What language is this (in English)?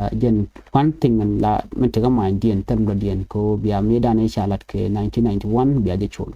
Nuer